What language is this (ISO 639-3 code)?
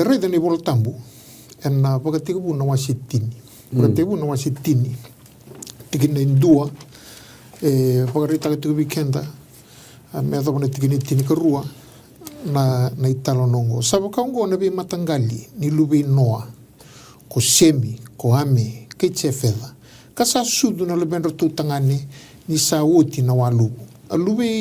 fij